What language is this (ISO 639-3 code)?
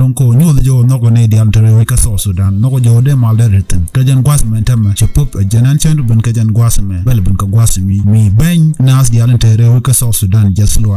nus